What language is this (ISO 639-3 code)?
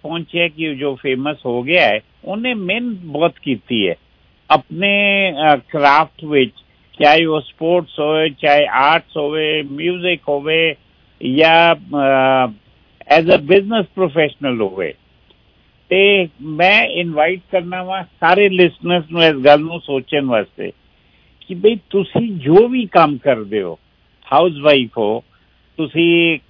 pan